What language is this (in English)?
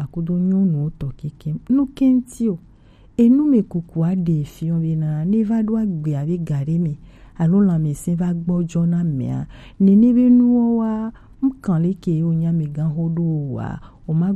Gen